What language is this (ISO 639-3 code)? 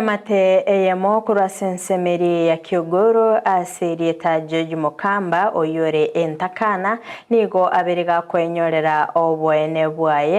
guz